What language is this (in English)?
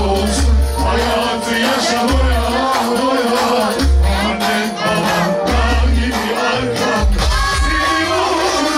Turkish